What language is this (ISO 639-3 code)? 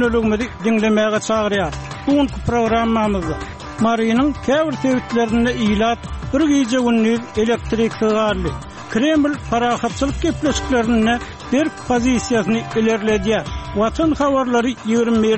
tuk